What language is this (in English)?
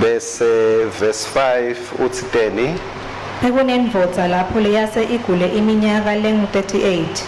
Swati